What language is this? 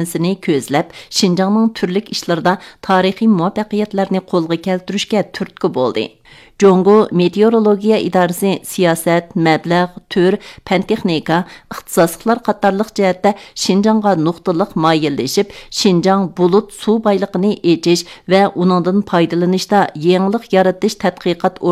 Uyghur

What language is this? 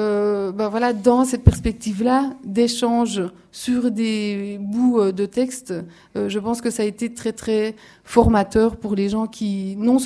French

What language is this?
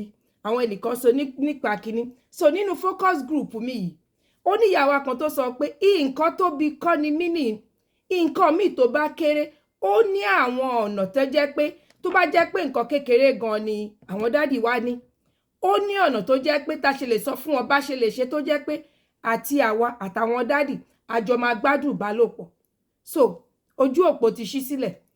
Yoruba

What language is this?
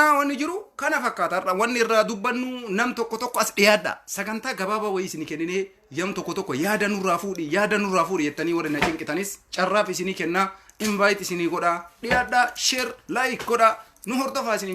Oromo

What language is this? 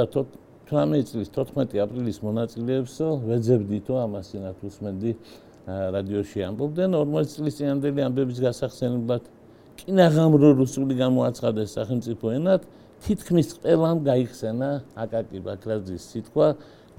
Georgian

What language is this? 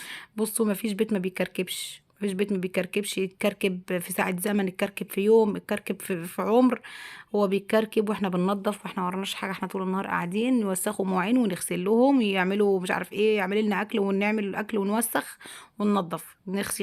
Egyptian Arabic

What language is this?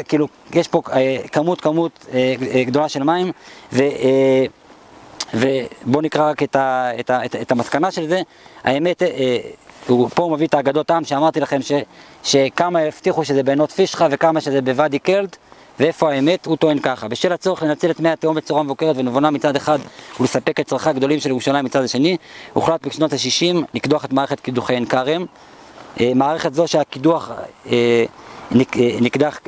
Hebrew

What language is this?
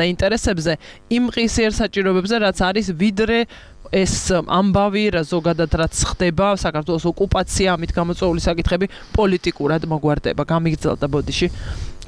Georgian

